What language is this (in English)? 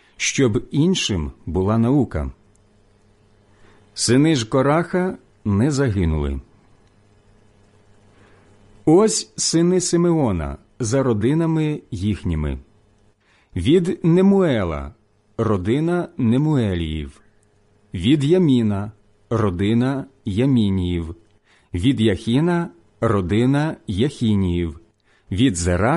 Ukrainian